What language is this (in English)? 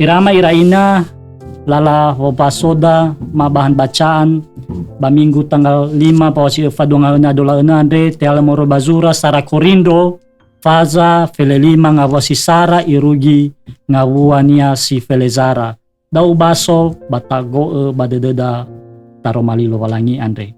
Nias